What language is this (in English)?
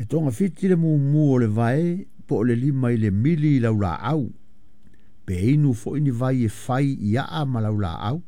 Samoan